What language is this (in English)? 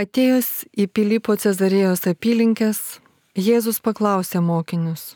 Lithuanian